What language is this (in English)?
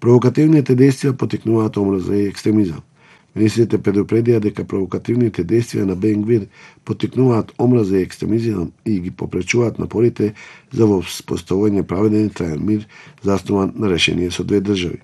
Macedonian